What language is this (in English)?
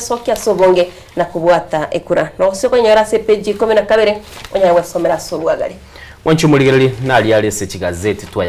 Gusii